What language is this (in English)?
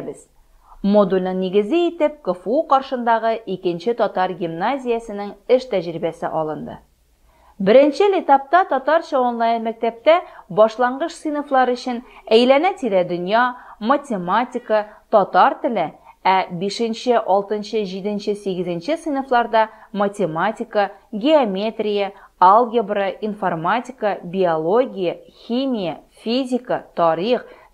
Tatar